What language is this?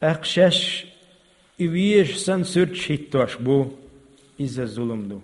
Chechen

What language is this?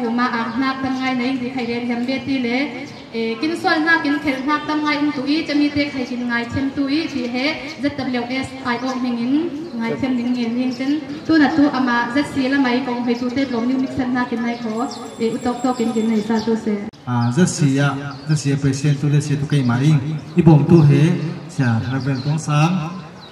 Falam Chin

